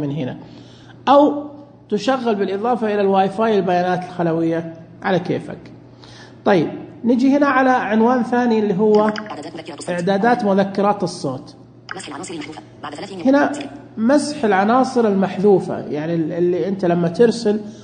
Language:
Najdi Arabic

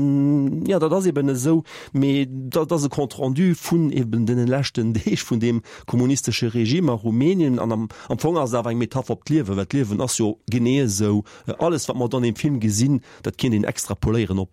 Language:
Luxembourgish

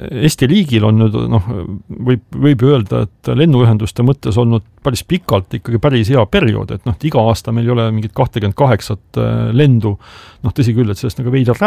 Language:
Estonian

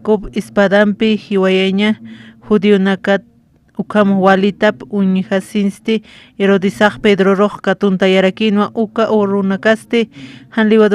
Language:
Aymara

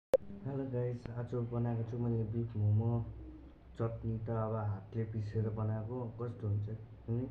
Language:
Nepali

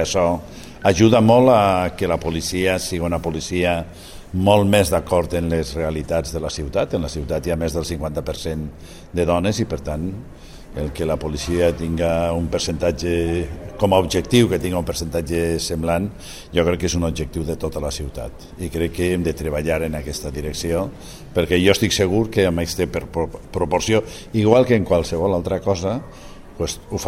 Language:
Catalan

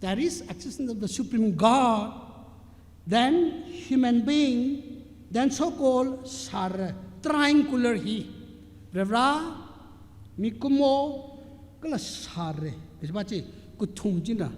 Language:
Tangkhul Naga (India)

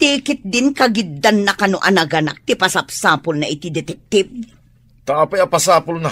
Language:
Iloko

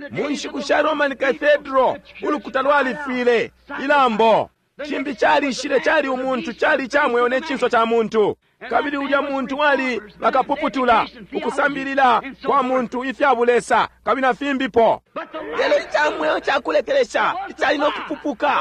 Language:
Bemba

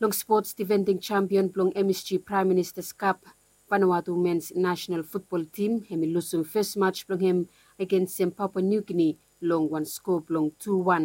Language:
Bislama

